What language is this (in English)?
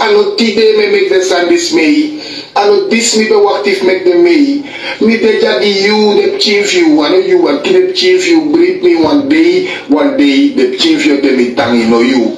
Sranan Tongo